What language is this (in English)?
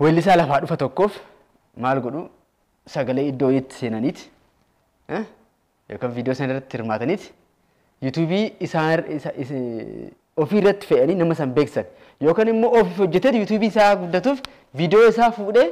Oromo